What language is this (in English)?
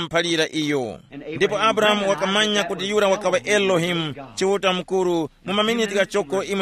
Tumbuka